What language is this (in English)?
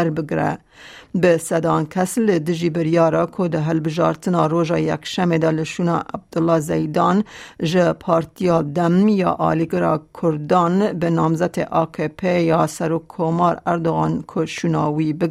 Kurdish